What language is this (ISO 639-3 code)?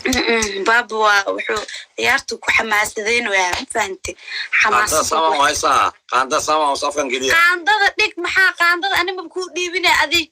som